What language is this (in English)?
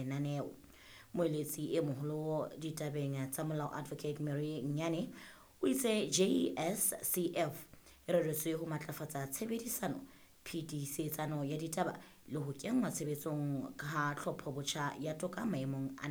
Southern Sotho